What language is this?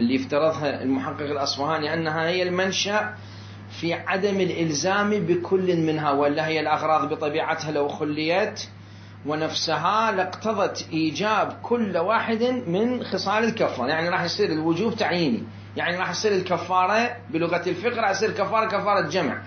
Mesopotamian Arabic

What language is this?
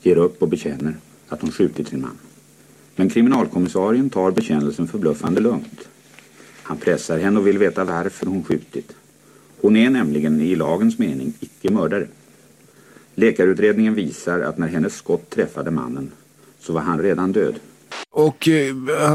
Swedish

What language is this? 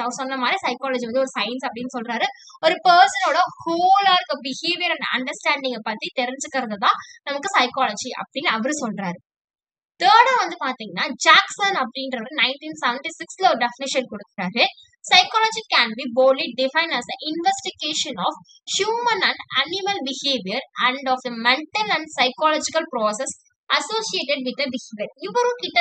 Tamil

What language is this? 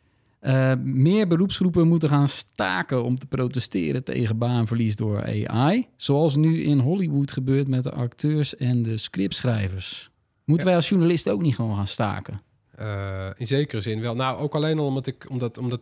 Dutch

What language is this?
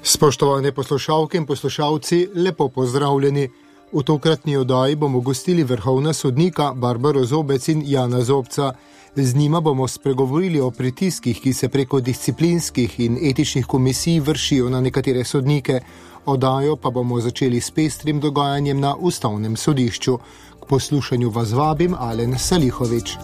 Slovenian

